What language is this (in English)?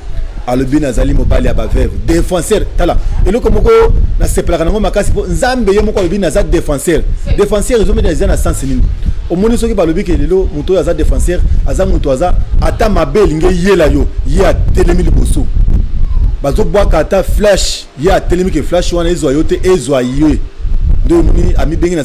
Lingala